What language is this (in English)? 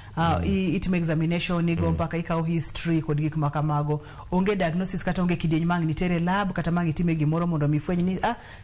Luo (Kenya and Tanzania)